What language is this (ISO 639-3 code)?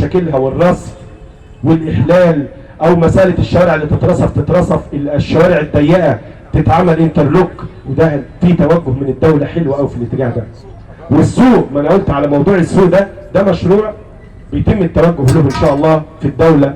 arz